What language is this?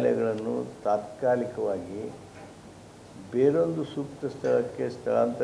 Kannada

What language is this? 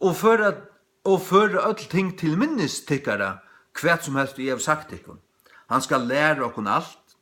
Faroese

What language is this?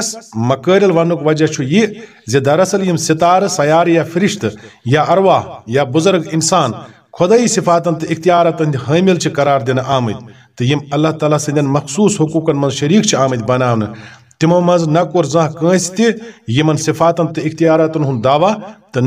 Kashmiri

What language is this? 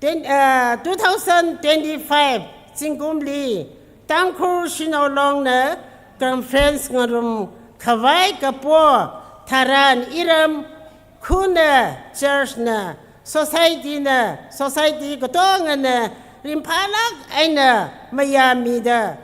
Tangkhul Naga (India)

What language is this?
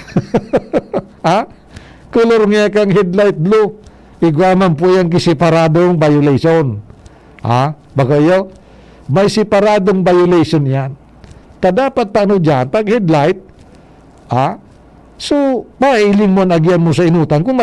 Bikol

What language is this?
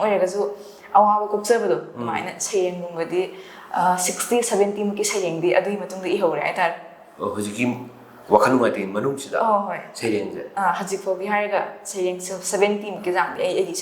Manipuri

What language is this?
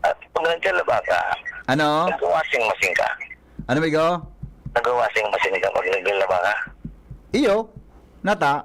Bikol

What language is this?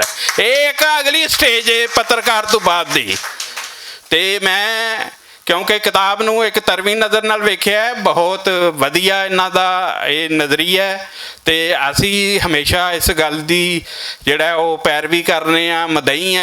Western Panjabi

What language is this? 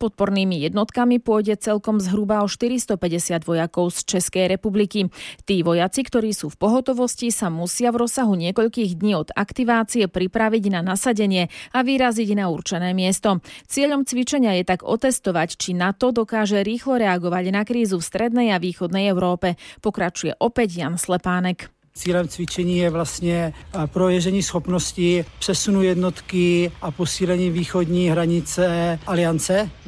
Slovak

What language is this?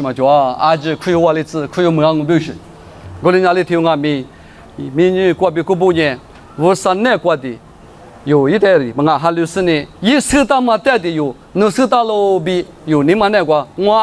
Lisu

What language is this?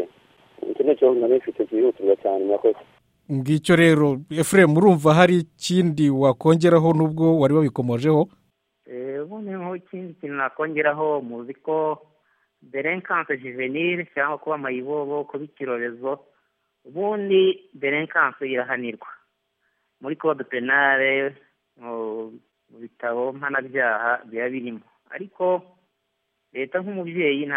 Kinyarwanda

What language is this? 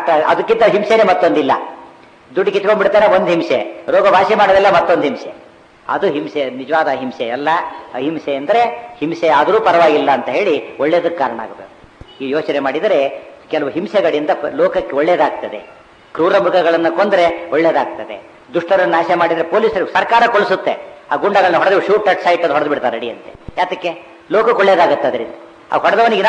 Kannada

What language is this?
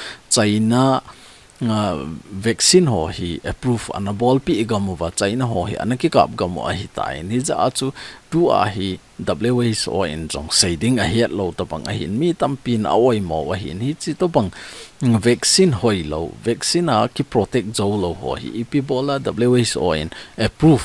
Thado Chin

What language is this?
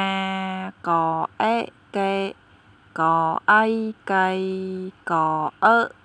Khmer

